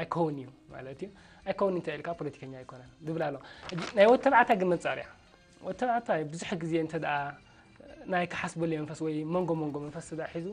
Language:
Tigrinya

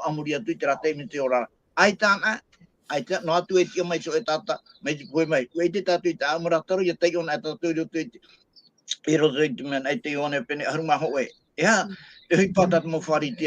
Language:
Tahitian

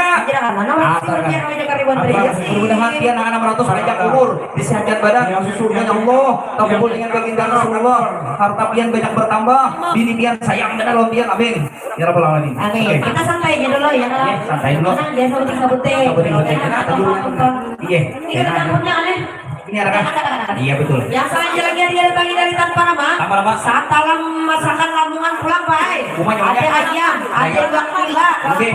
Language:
Banjar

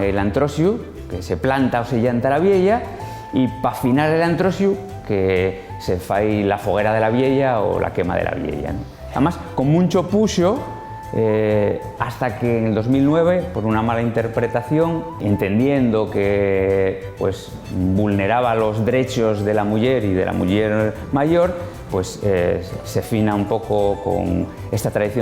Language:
Asturian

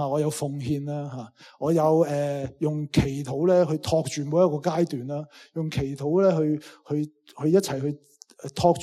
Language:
Cantonese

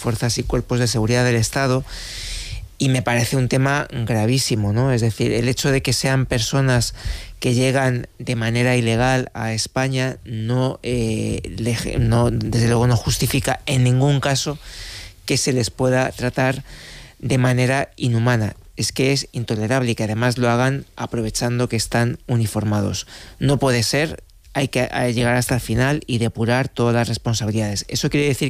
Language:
Spanish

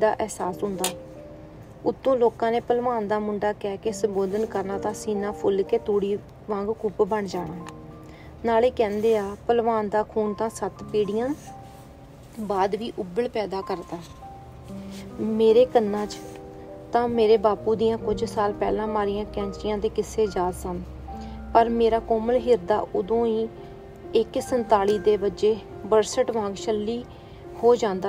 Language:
Punjabi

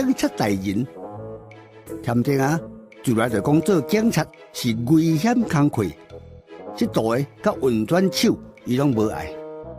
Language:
Min Nan Chinese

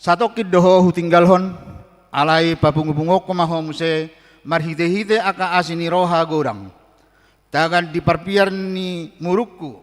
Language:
Batak Toba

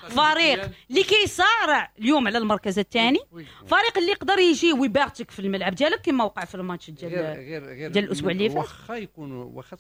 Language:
Moroccan Arabic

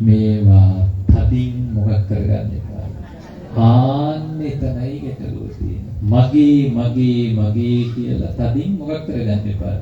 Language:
Sinhala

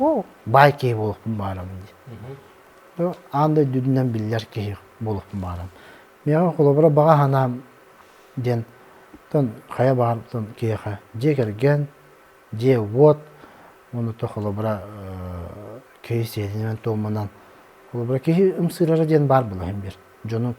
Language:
Yakut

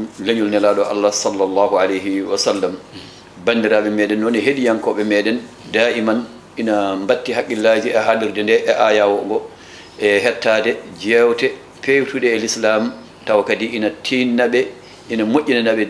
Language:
Fula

